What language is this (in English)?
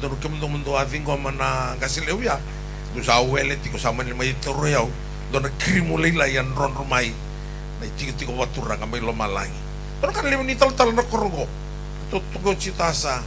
Fijian